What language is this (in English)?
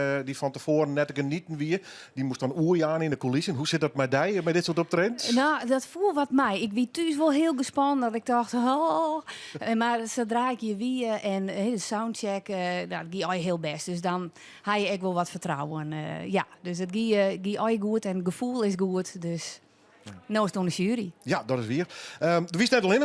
Western Frisian